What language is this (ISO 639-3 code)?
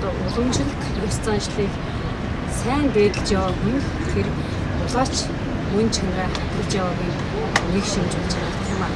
mon